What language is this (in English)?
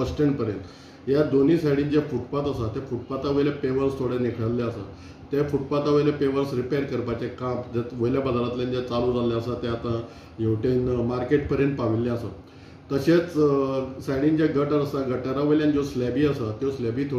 Konkani